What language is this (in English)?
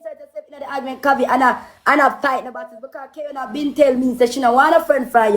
Jamaican Creole English